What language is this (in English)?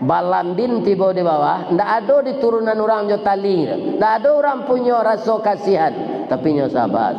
Minangkabau